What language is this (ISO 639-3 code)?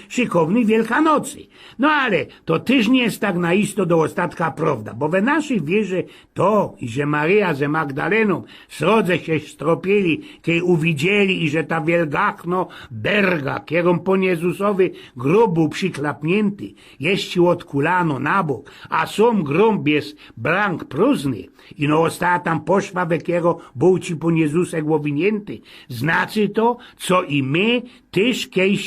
szl